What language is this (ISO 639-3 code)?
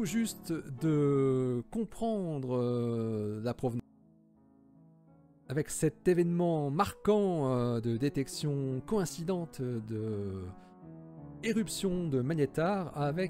fra